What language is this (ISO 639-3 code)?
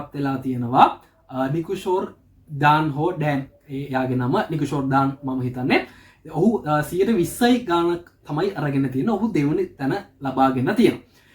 sin